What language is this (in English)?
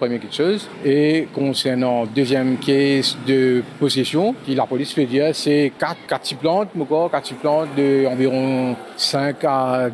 Morisyen